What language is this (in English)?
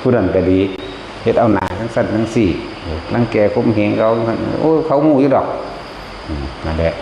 Northeastern Thai